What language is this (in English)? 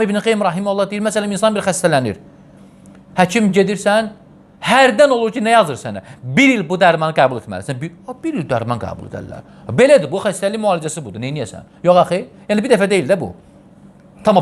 Azerbaijani